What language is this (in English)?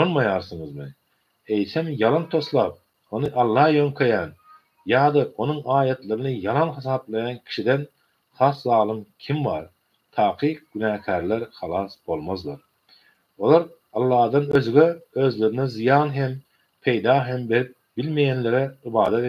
Turkmen